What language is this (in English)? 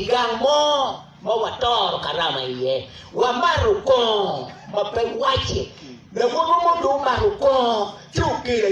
Acoli